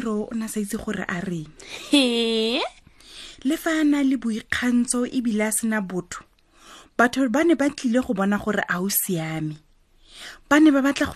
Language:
Tswana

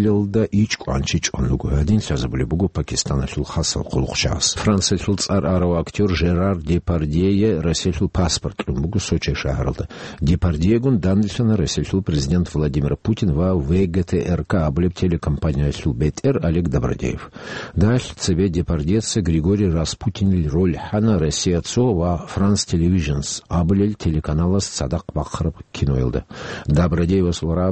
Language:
Avaric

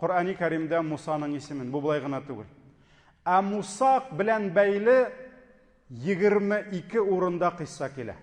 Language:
Tatar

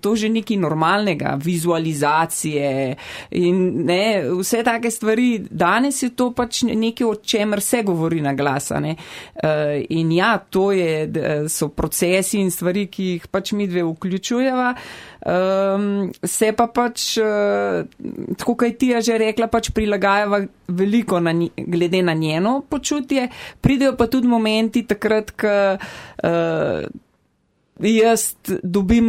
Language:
Slovenian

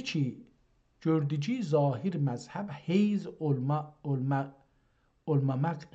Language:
South Azerbaijani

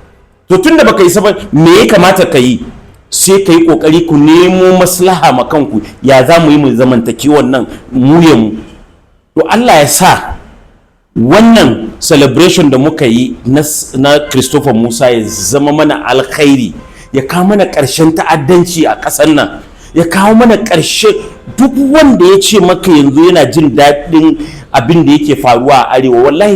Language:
Hausa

